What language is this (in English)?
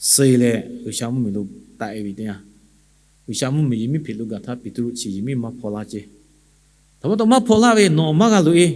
Lahu